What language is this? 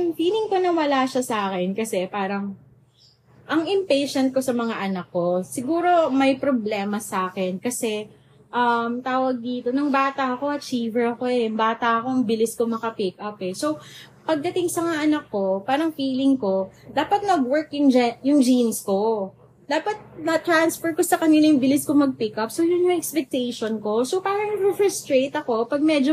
Filipino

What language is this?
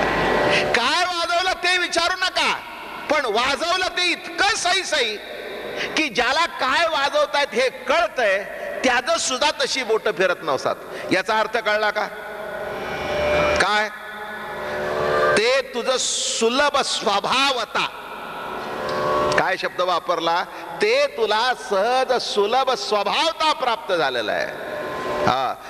Marathi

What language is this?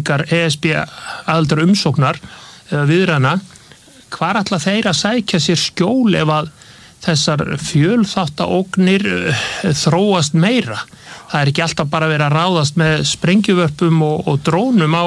Icelandic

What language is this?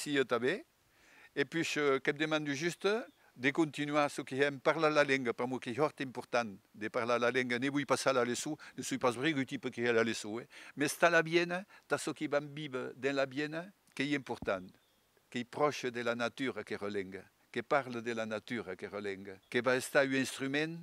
Occitan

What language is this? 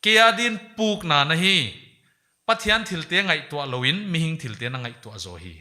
Paite Chin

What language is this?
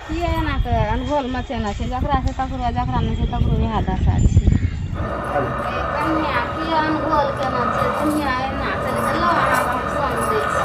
Maithili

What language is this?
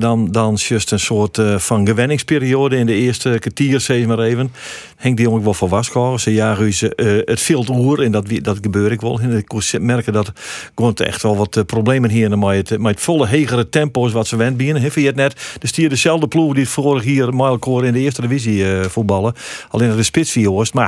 Western Frisian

